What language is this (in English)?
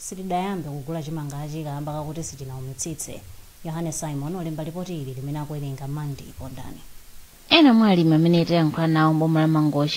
Nyanja